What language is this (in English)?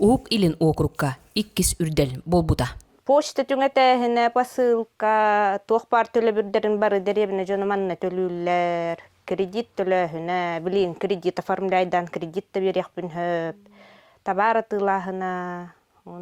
Yakut